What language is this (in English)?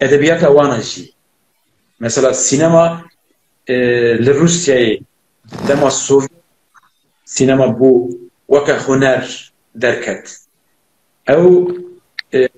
Kurdish